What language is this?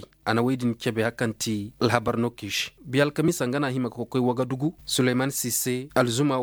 Koyraboro Senni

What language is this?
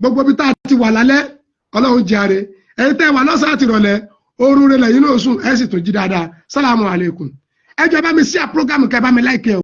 Yoruba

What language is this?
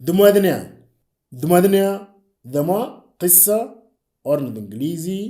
Moro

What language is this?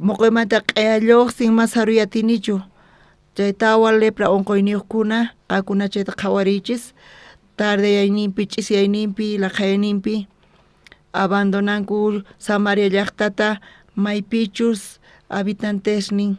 South Bolivian Quechua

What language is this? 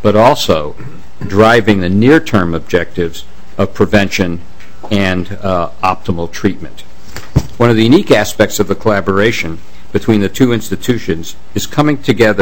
English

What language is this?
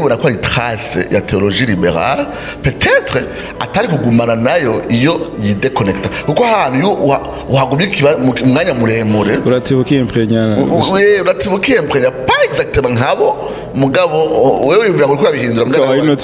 Rundi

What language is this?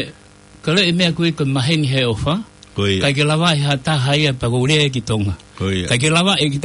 Tongan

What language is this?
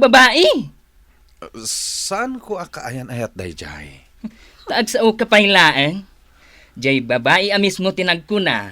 Iloko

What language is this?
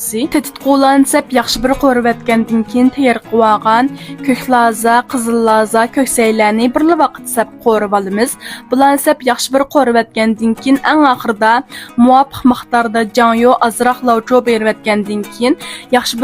Uyghur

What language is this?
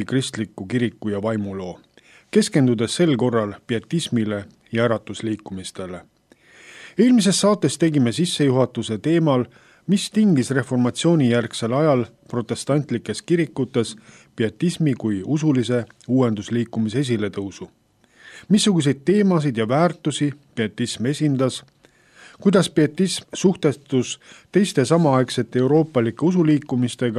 Estonian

